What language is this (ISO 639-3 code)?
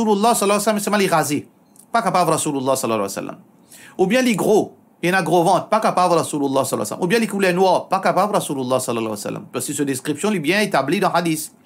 mfe